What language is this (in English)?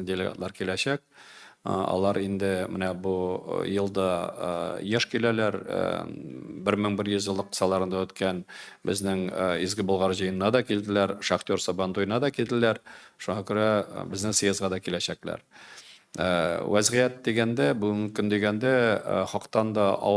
Tatar